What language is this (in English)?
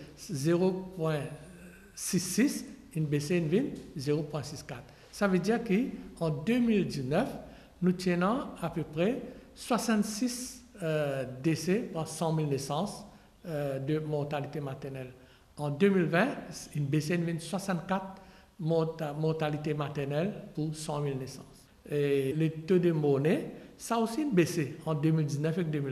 Morisyen